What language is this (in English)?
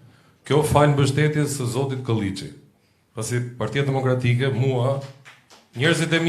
Albanian